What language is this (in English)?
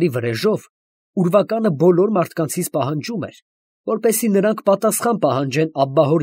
Armenian